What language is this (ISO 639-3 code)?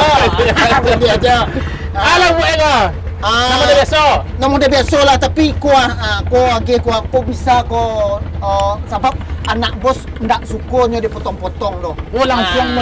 min